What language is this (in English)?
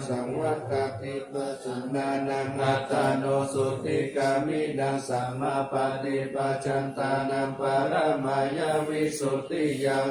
Pali